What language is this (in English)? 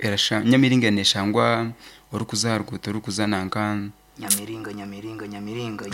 Nyankole